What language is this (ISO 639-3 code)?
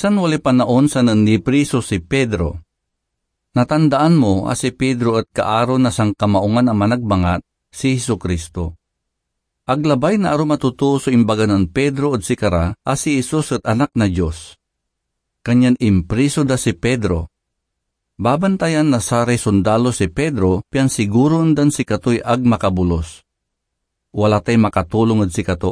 pag